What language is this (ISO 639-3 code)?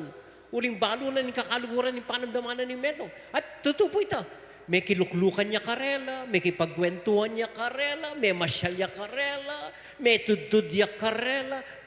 pam